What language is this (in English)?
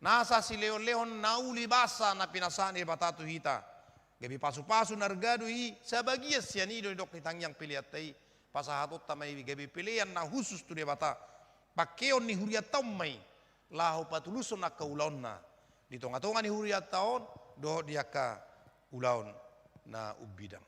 Batak Toba